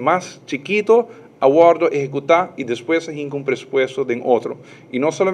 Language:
Papiamento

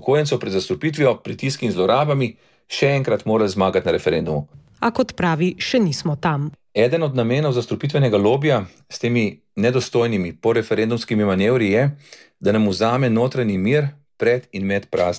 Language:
Slovenian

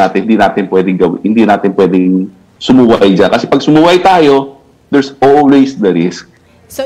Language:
Filipino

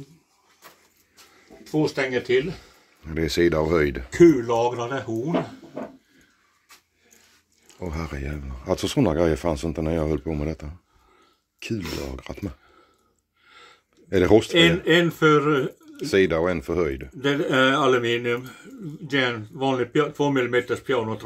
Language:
Swedish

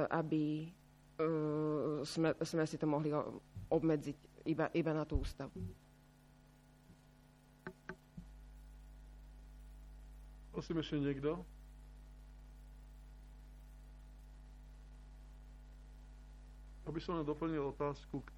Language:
Slovak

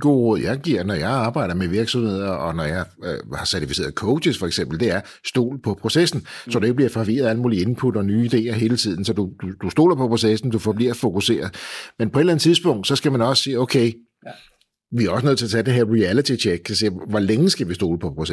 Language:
Danish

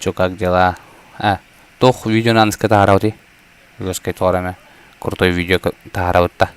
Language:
Yakut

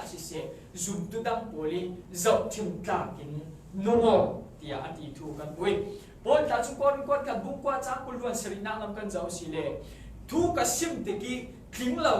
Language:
Falam Chin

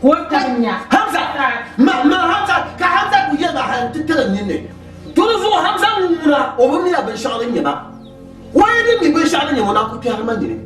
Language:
Dagbani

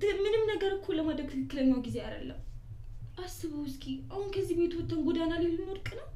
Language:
Amharic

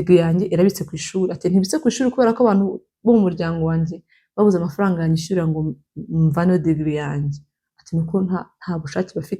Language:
Kinyarwanda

